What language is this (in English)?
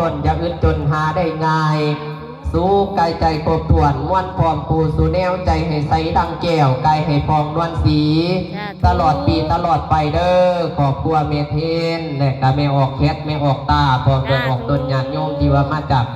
Northeastern Thai